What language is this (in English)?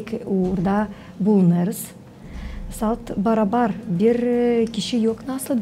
Gagauz